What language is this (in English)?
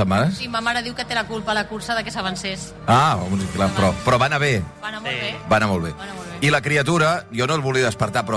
Catalan